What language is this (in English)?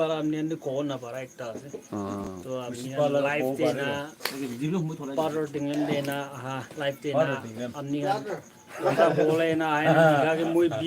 Naga Pidgin